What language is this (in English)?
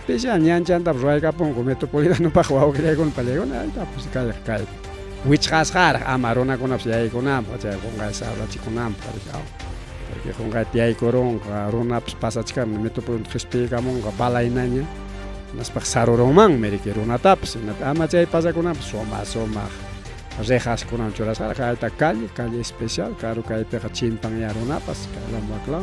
Ayacucho Quechua